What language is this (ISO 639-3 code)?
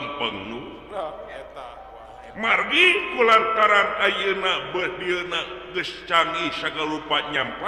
sun